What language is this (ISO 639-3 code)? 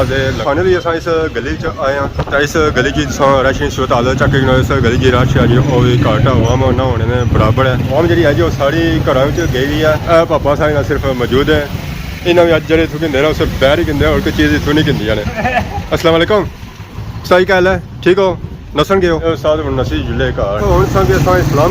phr